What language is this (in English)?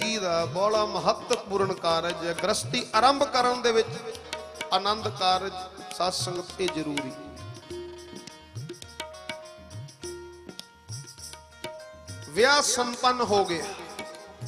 Punjabi